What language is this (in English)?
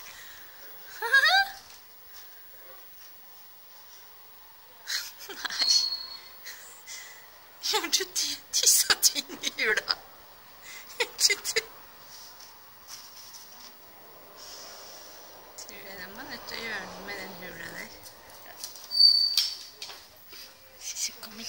Norwegian